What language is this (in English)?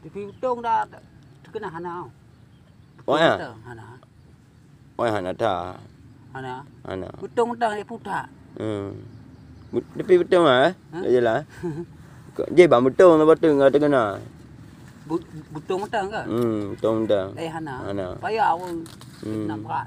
Achinese